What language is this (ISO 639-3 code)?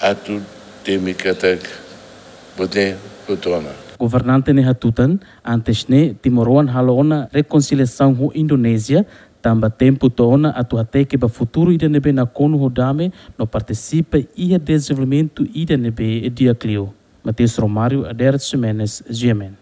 tet